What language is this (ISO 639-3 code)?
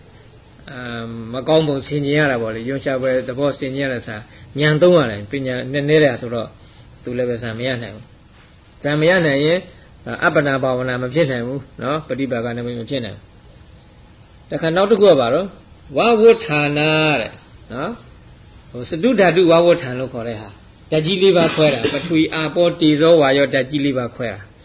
mya